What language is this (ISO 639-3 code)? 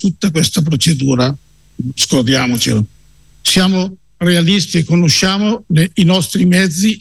ita